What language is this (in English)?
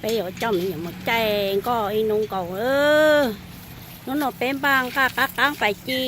Hmong